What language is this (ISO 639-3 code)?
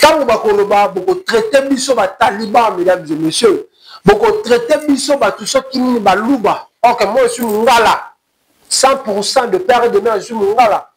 lin